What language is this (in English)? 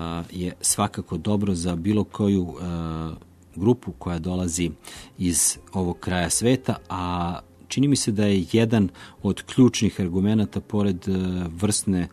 Serbian